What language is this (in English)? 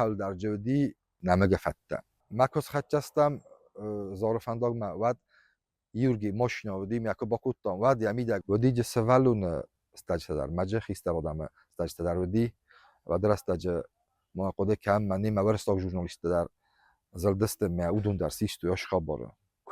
Ossetic